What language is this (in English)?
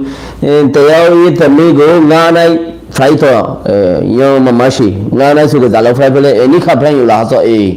Rohingya